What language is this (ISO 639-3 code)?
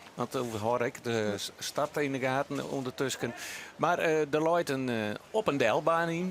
fry